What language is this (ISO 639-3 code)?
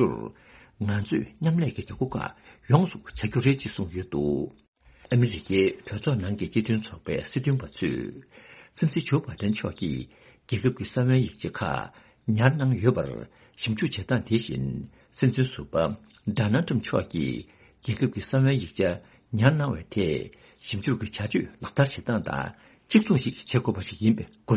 bod